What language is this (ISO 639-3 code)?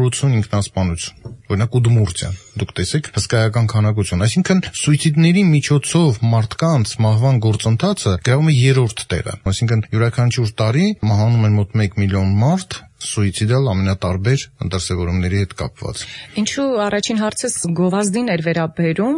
hye